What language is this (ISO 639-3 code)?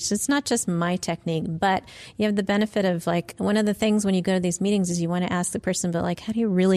eng